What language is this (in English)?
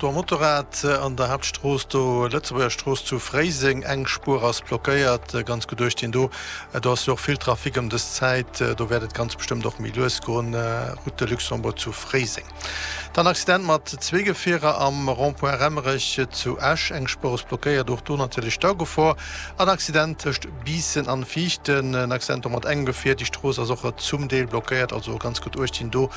Luxembourgish